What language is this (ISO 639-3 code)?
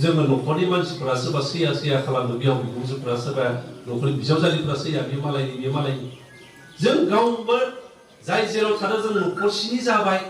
brx